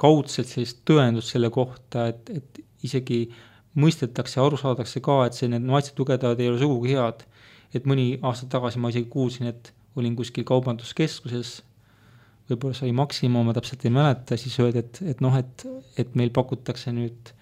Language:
Estonian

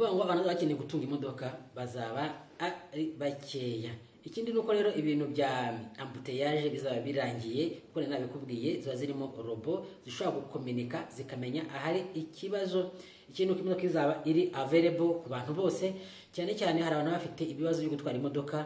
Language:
Kinyarwanda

